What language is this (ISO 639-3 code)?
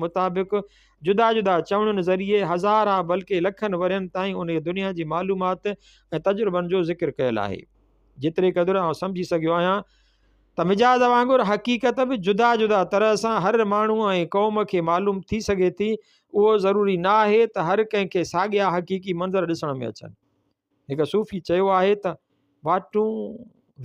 snd